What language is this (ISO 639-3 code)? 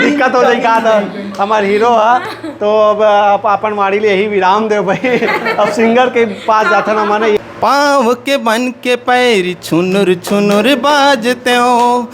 hne